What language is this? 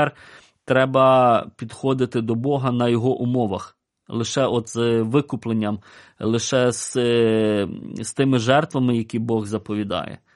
Ukrainian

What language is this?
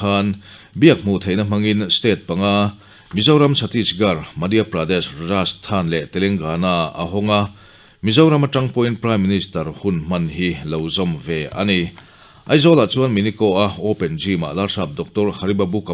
Mizo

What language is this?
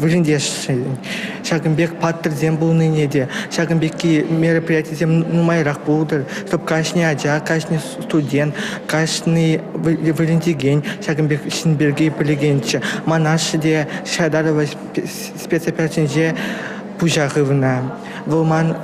Chuvash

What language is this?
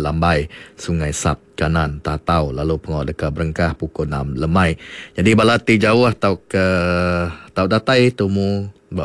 Iban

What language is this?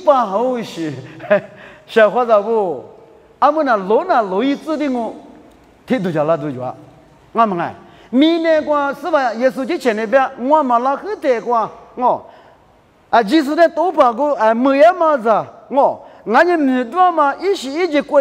Lisu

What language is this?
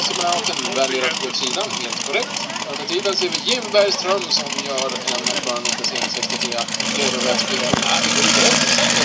Swedish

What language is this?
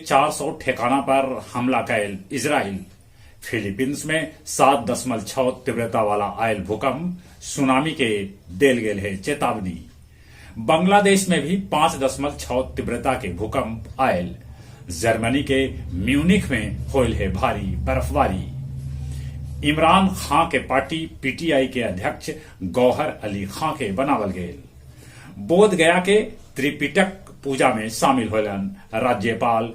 Magahi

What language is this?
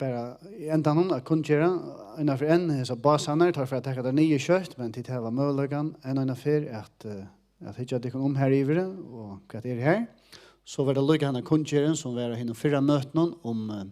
Faroese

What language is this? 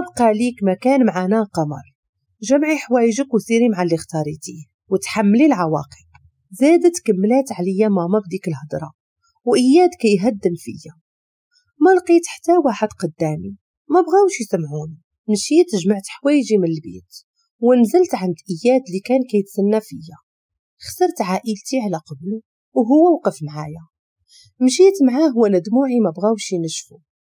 Moroccan Arabic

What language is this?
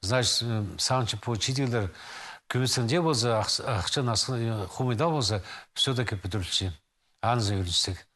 Khakas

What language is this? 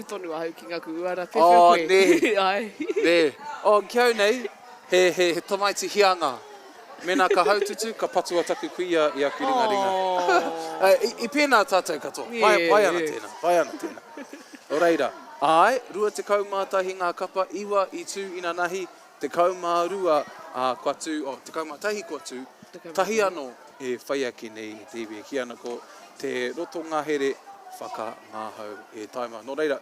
Māori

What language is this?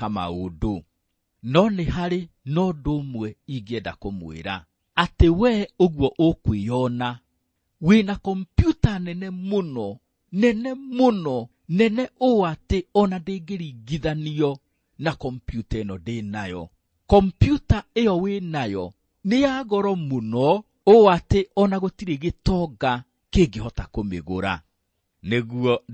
Kikuyu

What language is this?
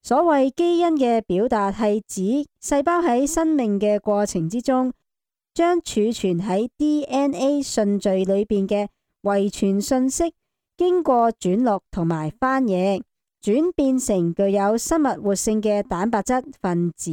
Cantonese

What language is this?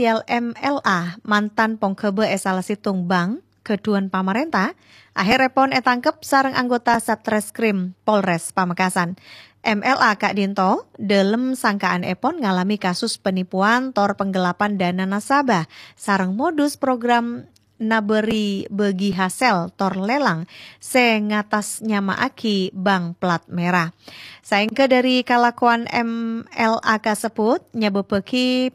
Madurese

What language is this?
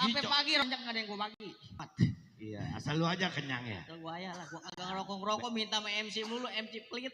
Betawi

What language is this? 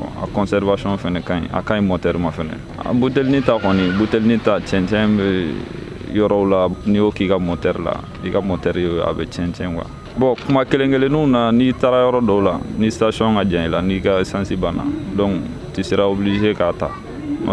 Bambara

